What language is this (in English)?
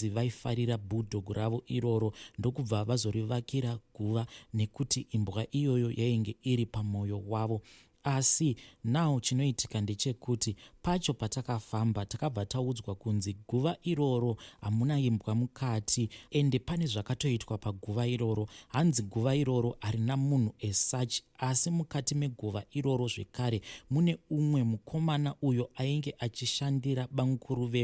Shona